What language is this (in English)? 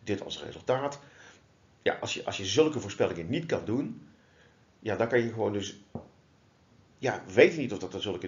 Dutch